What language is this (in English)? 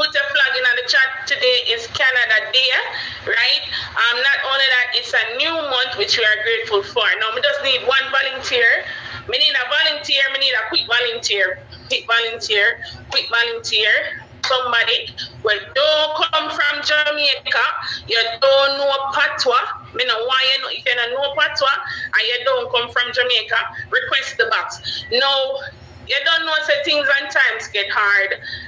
Jamaican Creole English